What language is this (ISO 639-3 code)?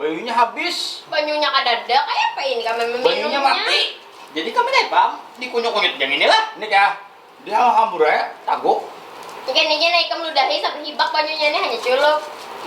bjn